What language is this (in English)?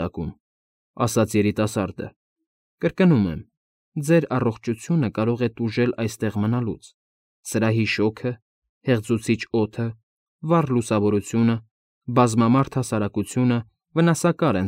Armenian